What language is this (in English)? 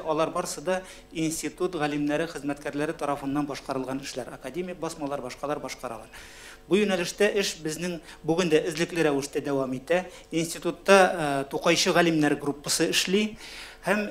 Tatar